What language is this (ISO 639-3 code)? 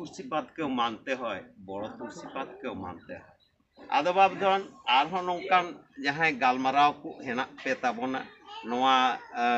sat